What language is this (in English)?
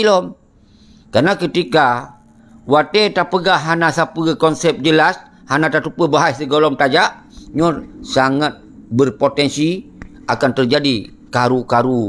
Achinese